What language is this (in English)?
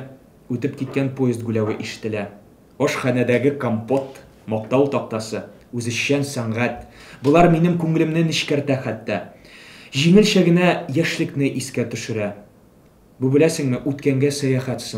Tatar